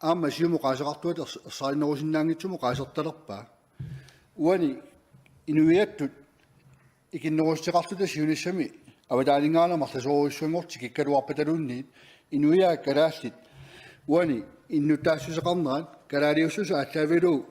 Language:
Kalaallisut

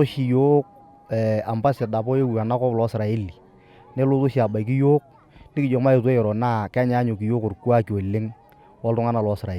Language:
Masai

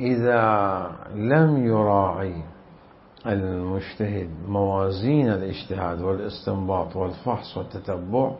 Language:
Mesopotamian Arabic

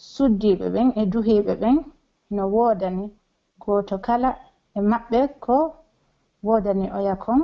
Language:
Pular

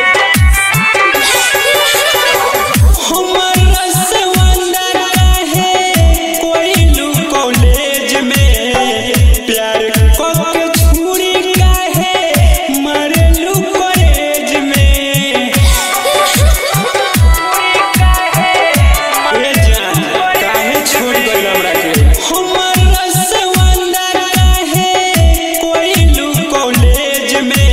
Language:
Bhojpuri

